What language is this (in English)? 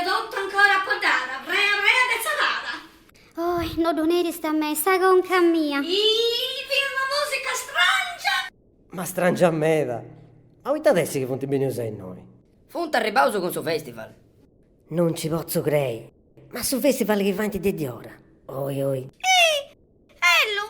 Sardinian